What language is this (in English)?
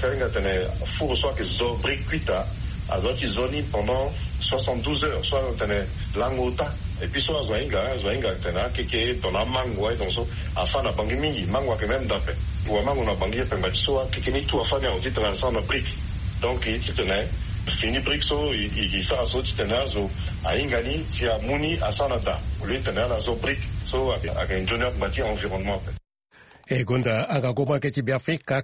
Sango